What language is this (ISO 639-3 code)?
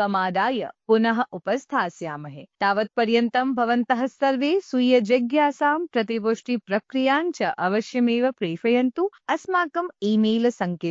san